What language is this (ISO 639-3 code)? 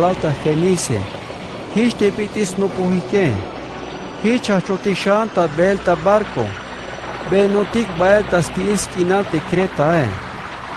tzh